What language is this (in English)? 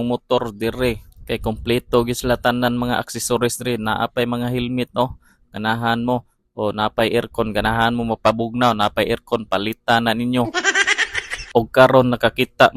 Cebuano